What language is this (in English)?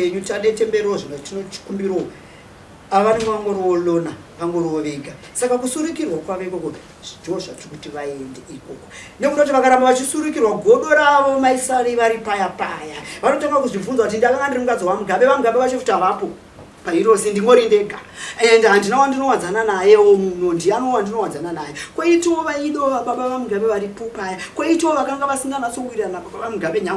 Shona